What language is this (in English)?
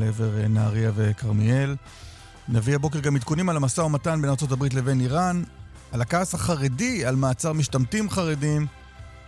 Hebrew